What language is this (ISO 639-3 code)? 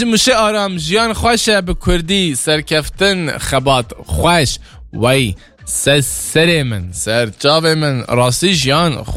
kur